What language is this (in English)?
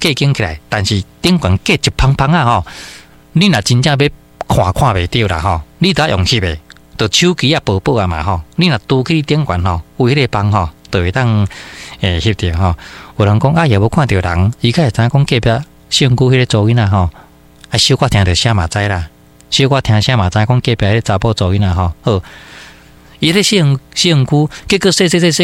Min Nan Chinese